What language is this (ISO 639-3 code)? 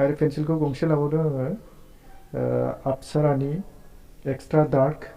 brx